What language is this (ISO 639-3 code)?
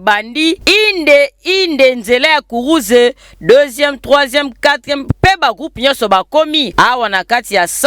lin